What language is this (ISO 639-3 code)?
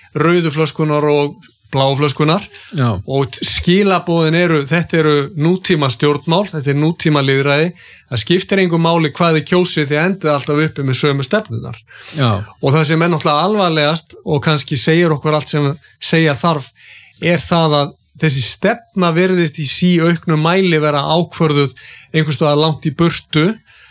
isl